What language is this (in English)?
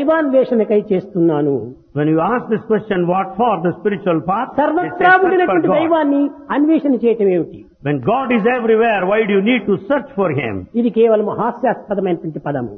Telugu